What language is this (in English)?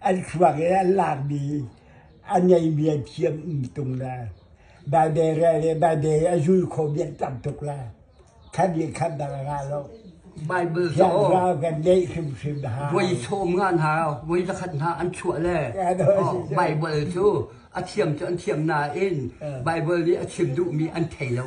Hakha Chin